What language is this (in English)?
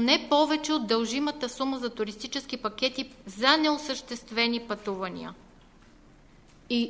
Bulgarian